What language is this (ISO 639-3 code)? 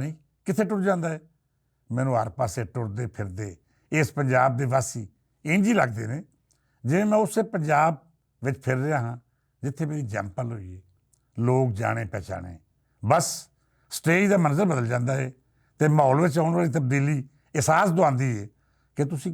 lah